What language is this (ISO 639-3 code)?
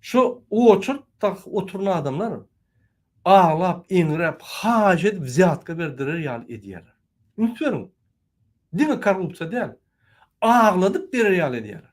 tuk